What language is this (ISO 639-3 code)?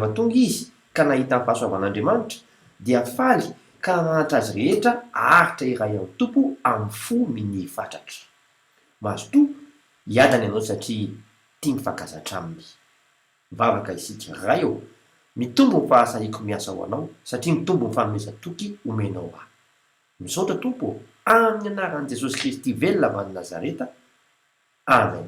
mlg